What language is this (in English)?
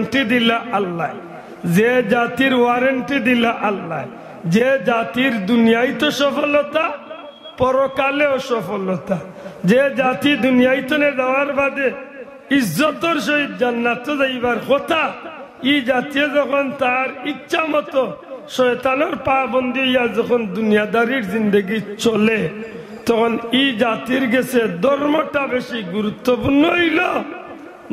Sylheti